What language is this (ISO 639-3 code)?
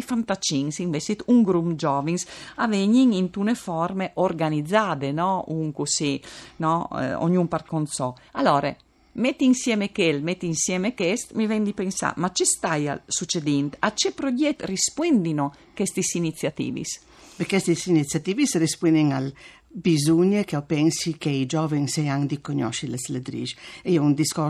fur